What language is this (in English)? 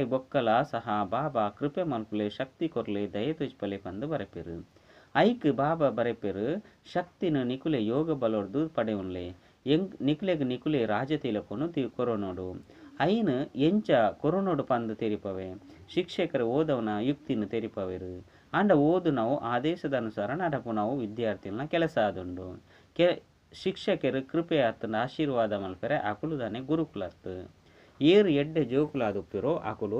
Tulu